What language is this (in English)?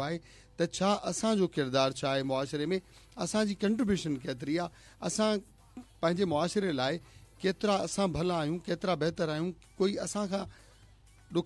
Sindhi